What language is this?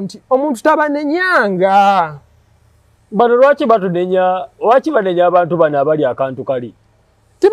Ganda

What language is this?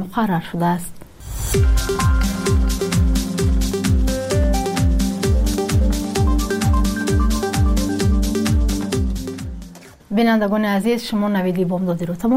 Persian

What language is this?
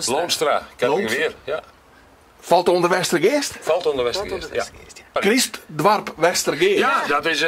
Western Frisian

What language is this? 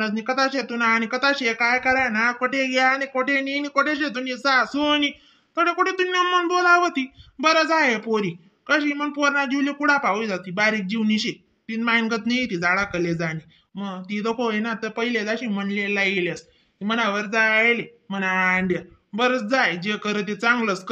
Khandesi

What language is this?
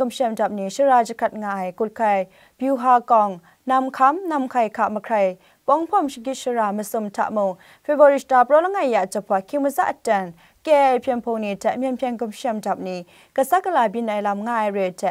Kachin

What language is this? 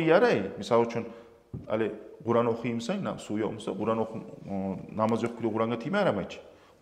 Kumyk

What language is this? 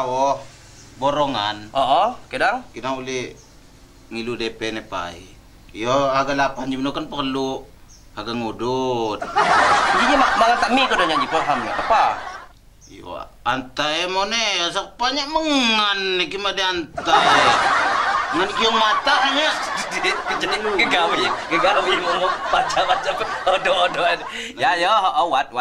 Lampung Api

